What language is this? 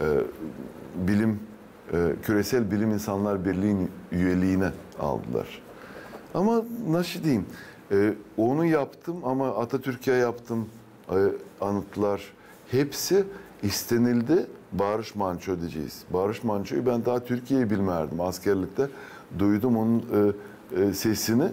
Gagauz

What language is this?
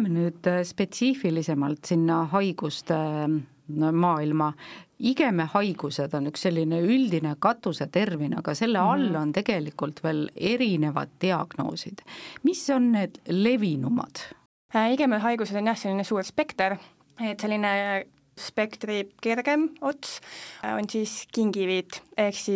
Estonian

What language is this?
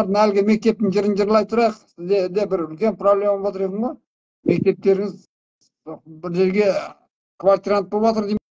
Kazakh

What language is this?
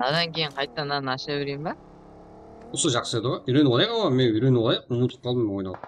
Kara-Kalpak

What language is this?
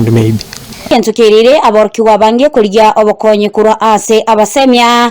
Gusii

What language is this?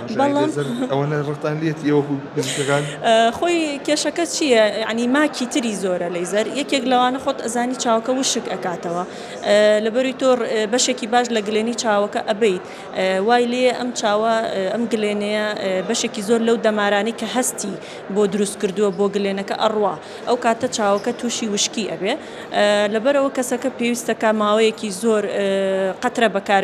Central Kurdish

